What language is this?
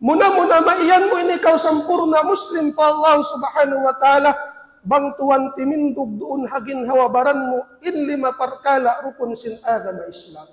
Tausug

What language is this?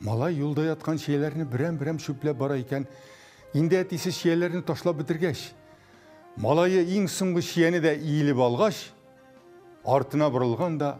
Tatar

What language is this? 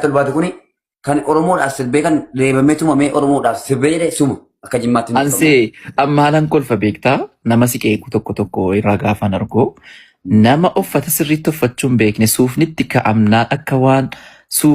Oromo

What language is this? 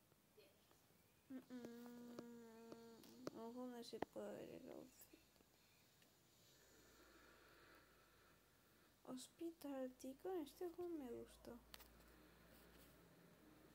Spanish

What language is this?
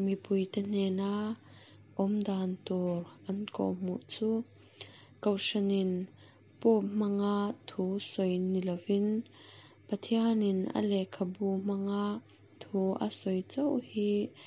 Mizo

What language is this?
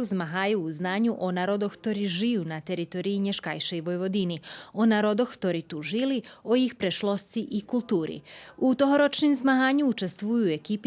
Rusyn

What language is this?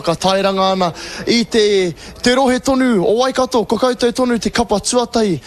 Māori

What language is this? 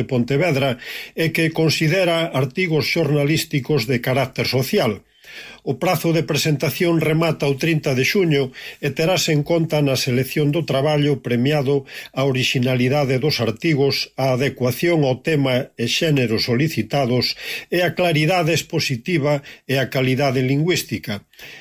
Galician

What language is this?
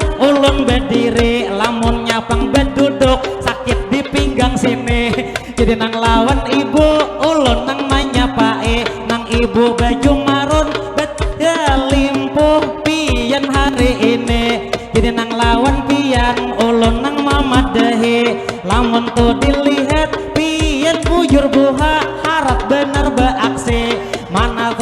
Banjar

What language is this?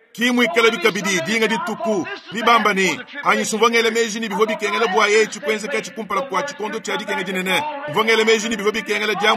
Luba-Lulua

